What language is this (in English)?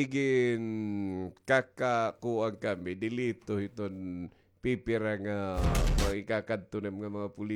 Waray